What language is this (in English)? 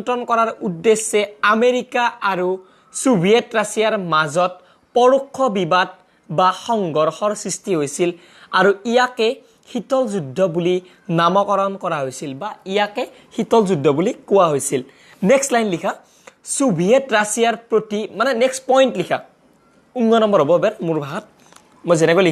Assamese